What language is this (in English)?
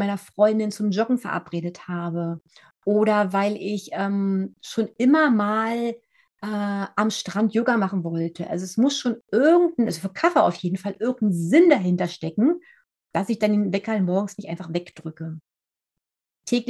German